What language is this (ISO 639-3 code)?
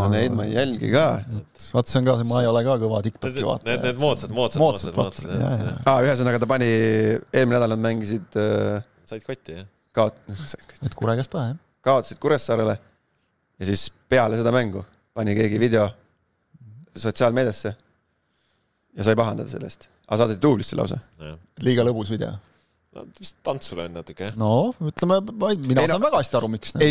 est